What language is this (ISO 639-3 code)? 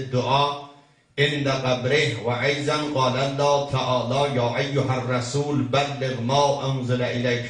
azb